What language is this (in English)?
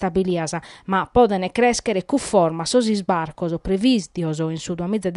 Sardinian